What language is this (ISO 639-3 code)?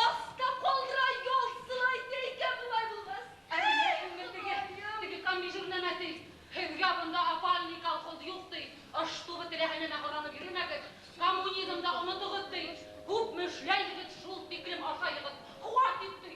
bak